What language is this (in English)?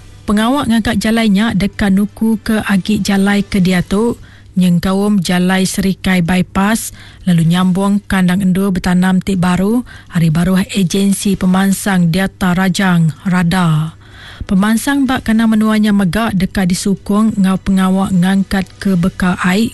Iban